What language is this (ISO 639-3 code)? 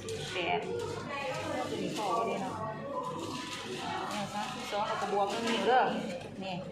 lao